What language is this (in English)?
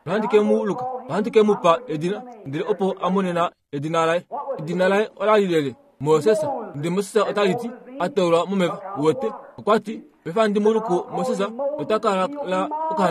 Kuanyama